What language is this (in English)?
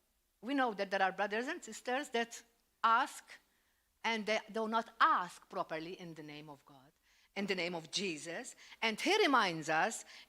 English